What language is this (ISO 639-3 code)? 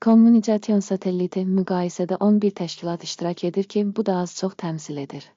aze